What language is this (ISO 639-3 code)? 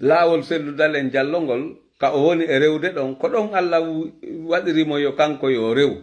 ful